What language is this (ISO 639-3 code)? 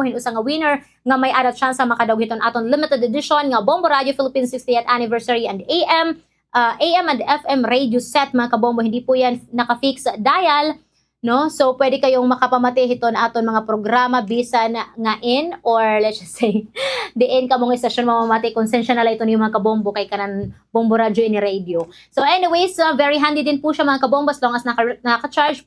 war